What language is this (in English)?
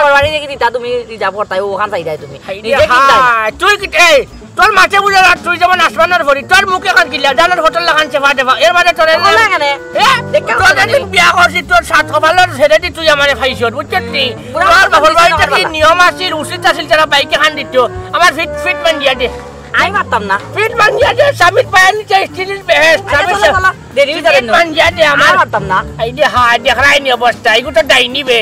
Sylheti